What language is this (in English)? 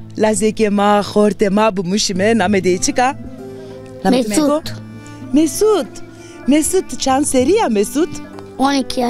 Zaza